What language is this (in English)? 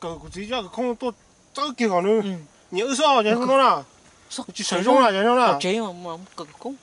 Hmong